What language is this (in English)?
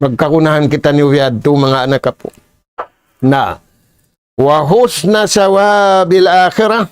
Tausug